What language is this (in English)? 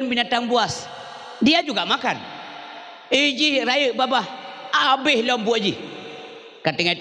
Achinese